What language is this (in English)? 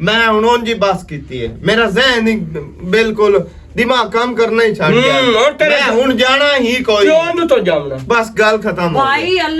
Western Panjabi